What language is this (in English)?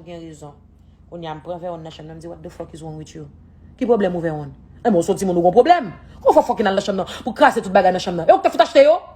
Haitian Creole